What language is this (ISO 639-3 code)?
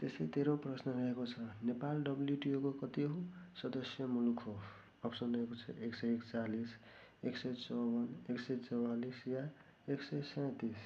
nep